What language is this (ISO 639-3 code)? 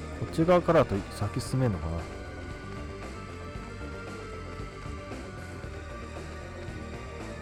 jpn